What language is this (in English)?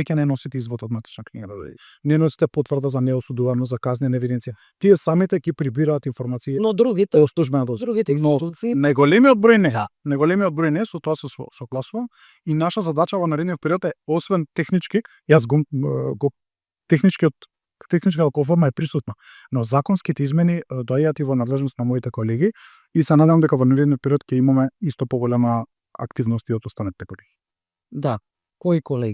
Macedonian